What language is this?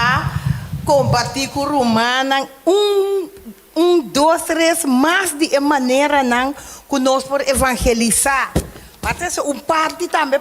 Papiamento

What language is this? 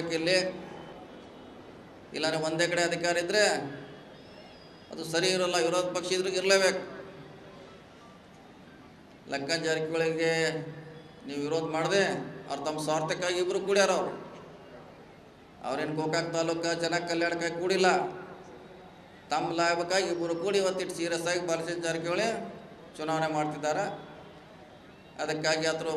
Kannada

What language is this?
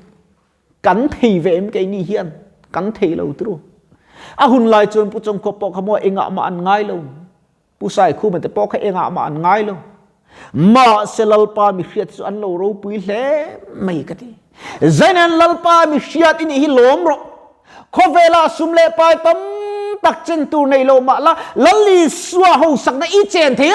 Mizo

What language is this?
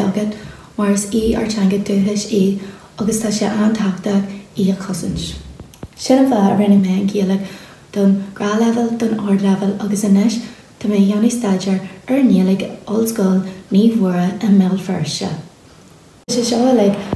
Irish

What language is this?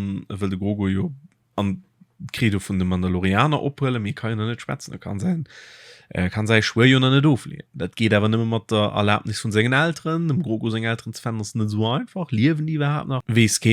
Luxembourgish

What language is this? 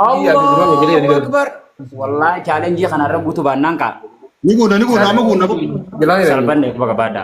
Oromo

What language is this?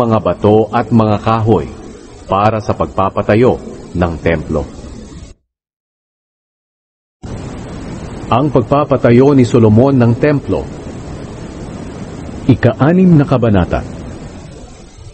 Filipino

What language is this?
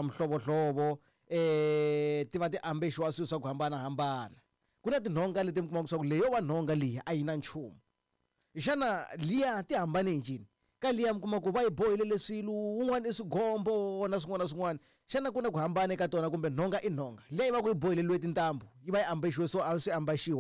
Tsonga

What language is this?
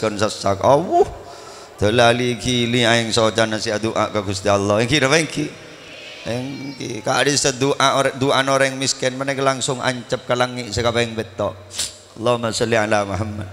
Madurese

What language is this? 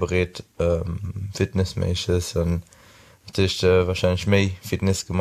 Luxembourgish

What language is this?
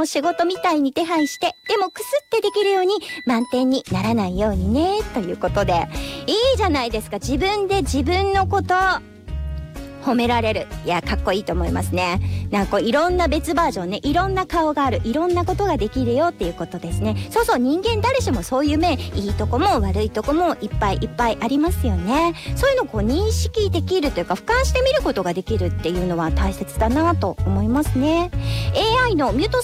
Japanese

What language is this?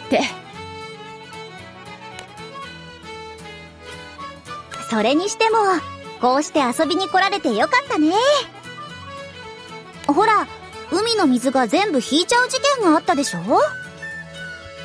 Japanese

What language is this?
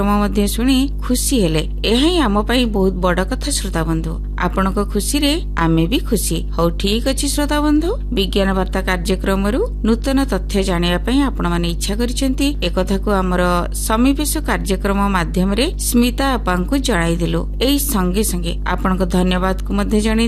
Odia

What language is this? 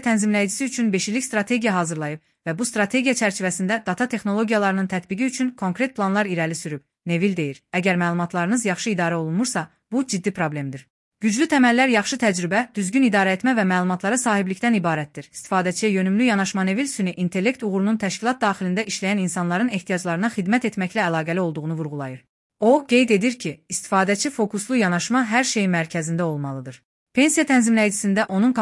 Azerbaijani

